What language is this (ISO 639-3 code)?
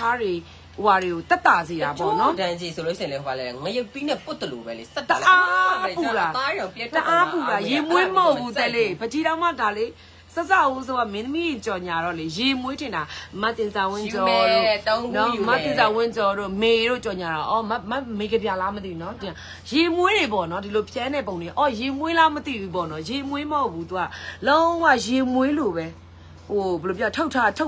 mya